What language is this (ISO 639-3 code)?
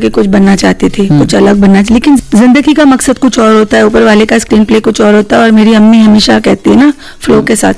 hin